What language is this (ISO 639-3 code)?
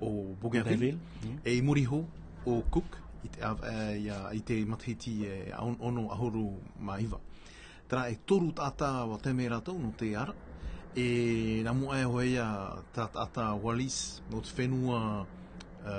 tah